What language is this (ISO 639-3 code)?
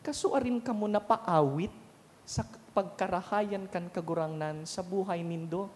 bik